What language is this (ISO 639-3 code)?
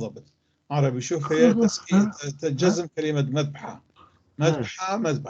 apc